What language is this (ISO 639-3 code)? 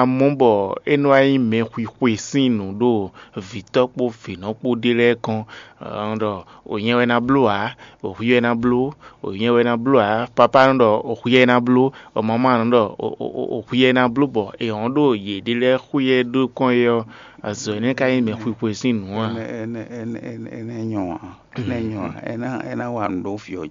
fon